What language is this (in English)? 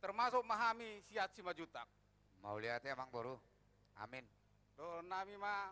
Batak Toba